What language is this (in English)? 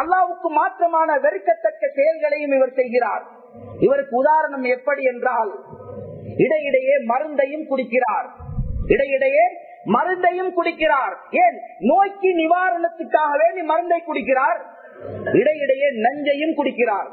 Tamil